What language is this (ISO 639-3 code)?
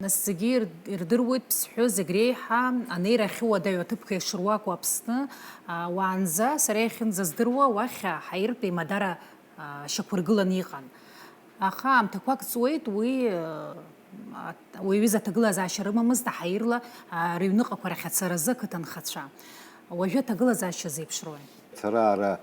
abk